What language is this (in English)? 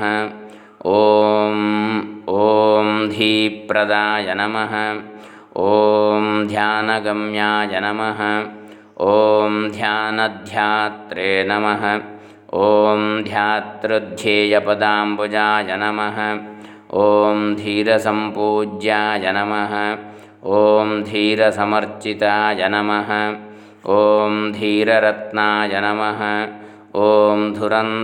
Sanskrit